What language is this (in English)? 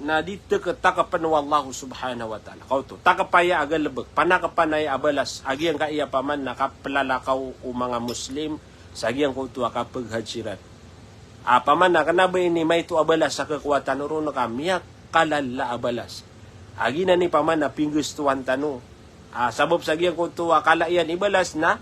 Maranao